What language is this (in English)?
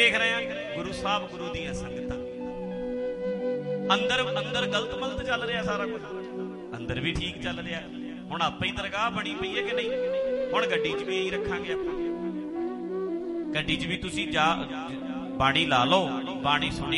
Punjabi